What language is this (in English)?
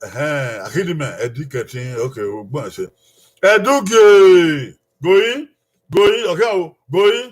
Bini